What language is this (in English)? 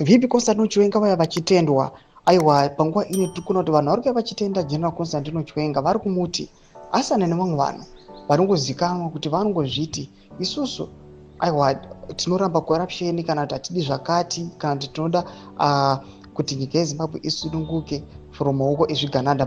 Shona